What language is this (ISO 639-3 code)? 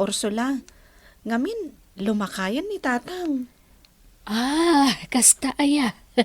ilo